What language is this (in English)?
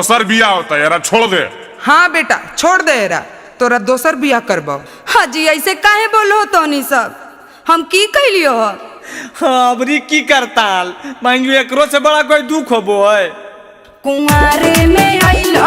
Magahi